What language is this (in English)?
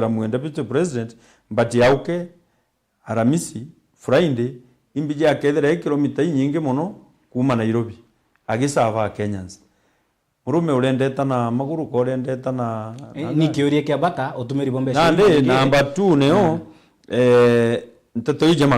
Meru